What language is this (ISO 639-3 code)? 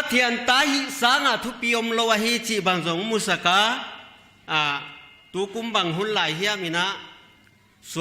pck